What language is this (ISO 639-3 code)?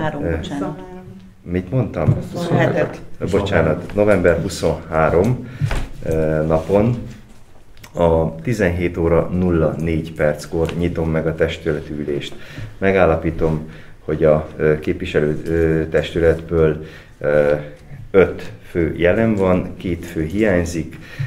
hun